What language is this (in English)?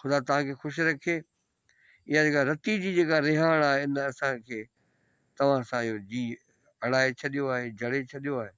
Sindhi